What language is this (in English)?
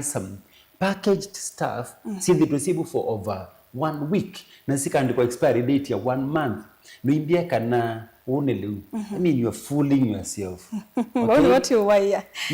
Kamba